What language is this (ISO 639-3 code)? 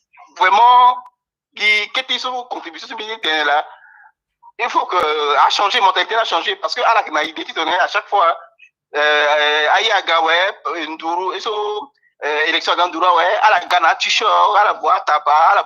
sag